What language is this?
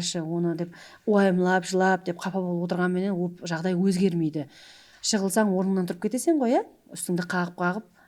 Kara-Kalpak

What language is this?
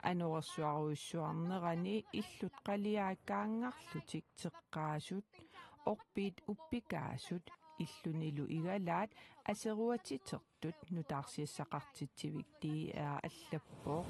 Kalaallisut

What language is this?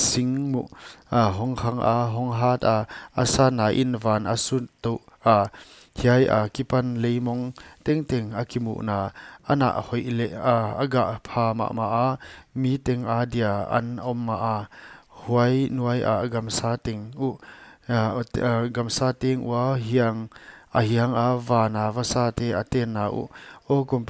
Paite Chin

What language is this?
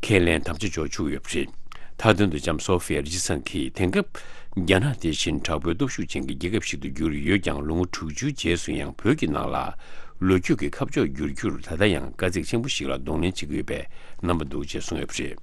Tibetan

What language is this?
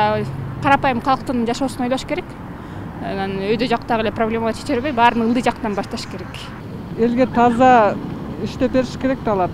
Kyrgyz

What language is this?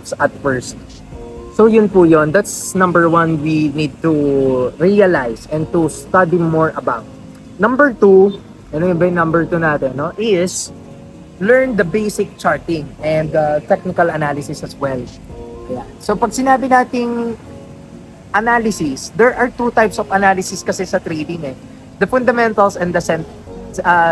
Filipino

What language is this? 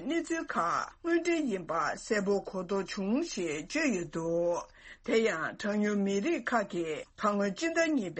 Tibetan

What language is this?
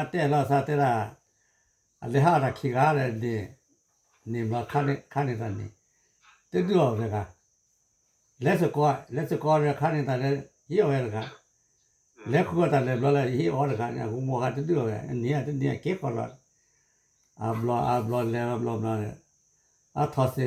S'gaw Karen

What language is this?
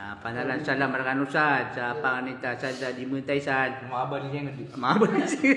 Maranao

